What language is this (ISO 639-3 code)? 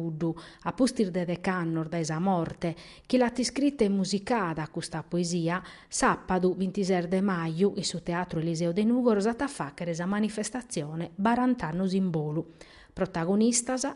srd